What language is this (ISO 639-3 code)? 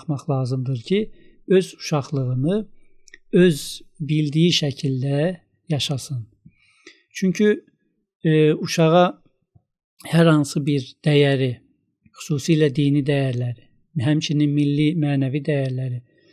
aze